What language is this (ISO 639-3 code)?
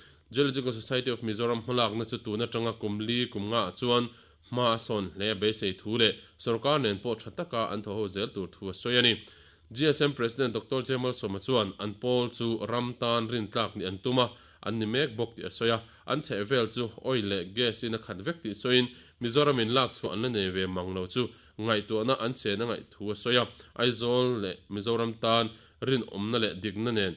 lus